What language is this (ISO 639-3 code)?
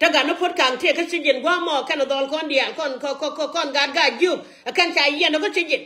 nus